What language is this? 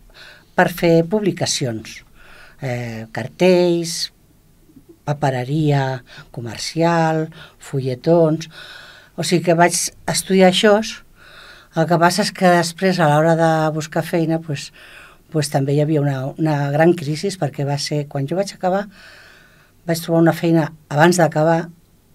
Catalan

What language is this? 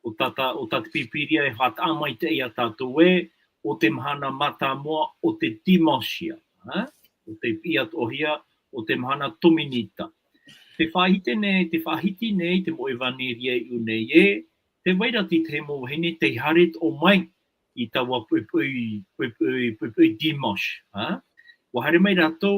Tahitian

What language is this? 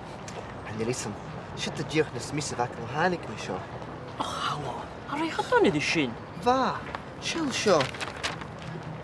Scottish Gaelic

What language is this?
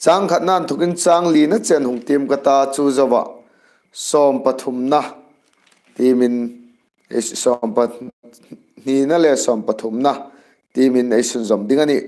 Hmar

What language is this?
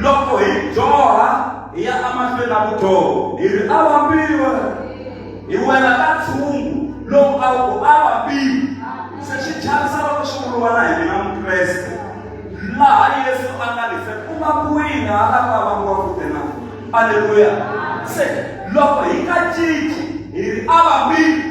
Tsonga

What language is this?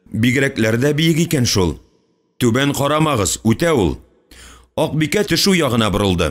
Tatar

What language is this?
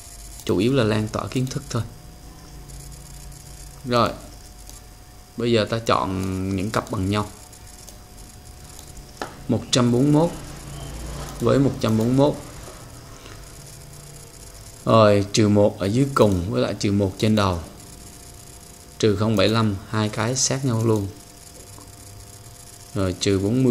Vietnamese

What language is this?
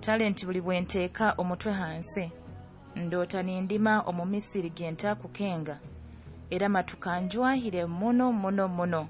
Nyoro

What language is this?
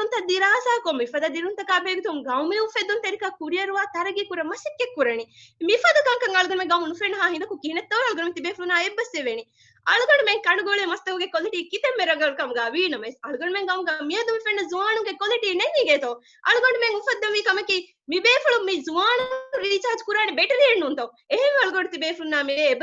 Divehi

